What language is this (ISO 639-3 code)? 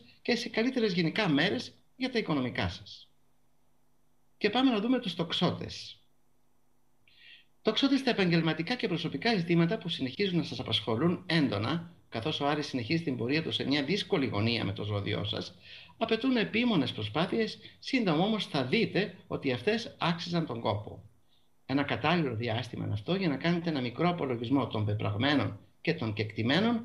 ell